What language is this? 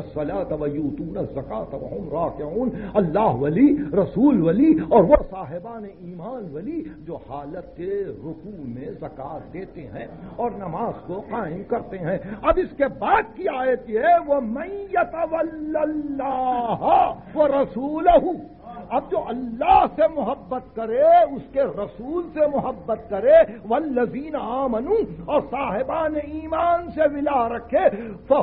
Urdu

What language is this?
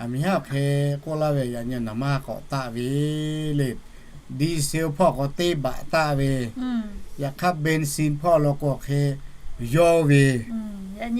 Lahu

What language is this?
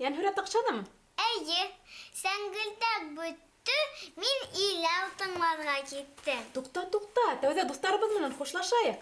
Bashkir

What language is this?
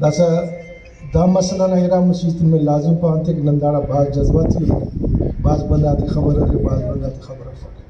Brahui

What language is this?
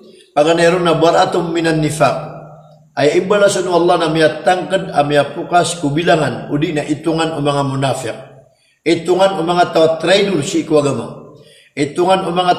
Maranao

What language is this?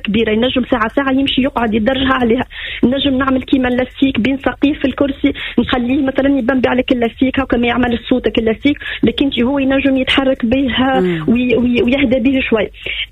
Tunisian Arabic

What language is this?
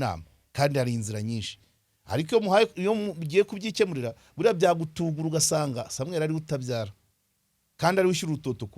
Kinyarwanda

